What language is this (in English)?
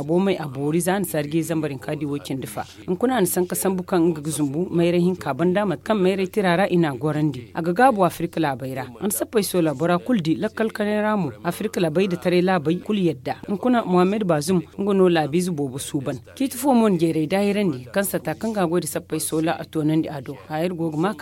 Zarma